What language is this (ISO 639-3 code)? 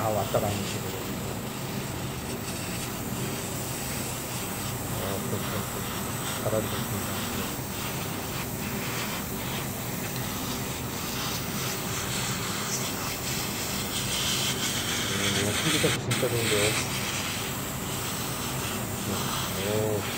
kor